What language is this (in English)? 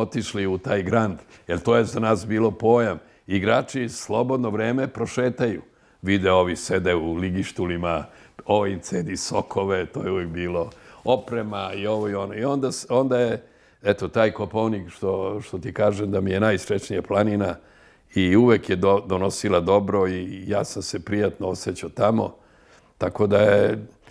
Serbian